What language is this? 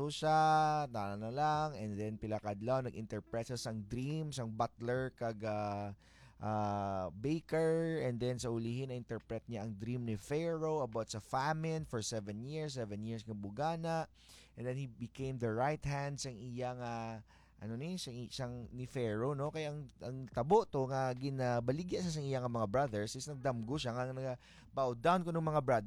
Hiligaynon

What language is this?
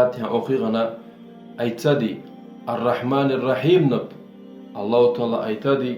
Kumyk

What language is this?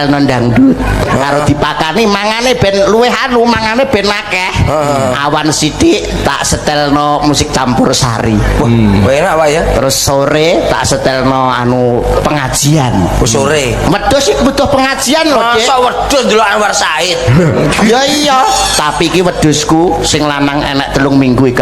Javanese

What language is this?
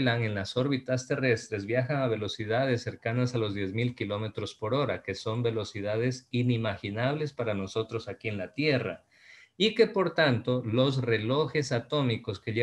Spanish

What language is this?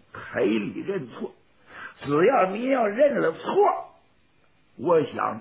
Chinese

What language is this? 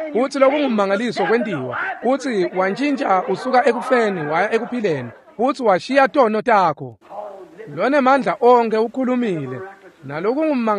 Swati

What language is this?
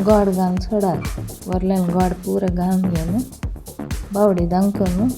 Konkani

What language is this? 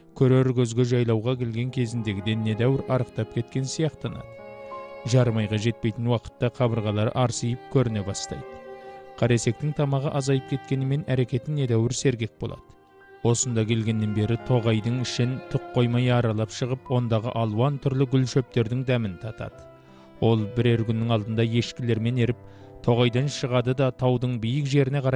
Kazakh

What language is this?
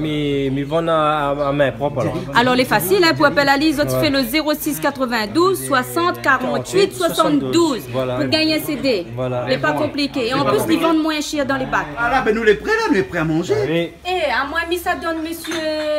Réunion Creole French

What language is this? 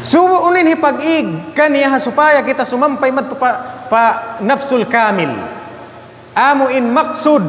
Tausug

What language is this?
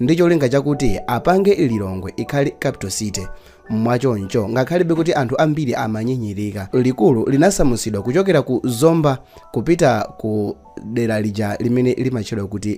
Nyanja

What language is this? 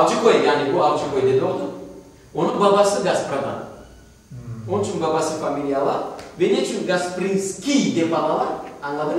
Crimean Tatar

